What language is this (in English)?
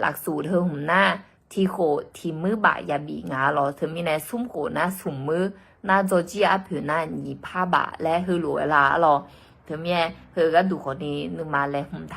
Akha